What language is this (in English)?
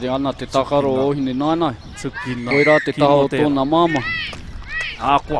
Māori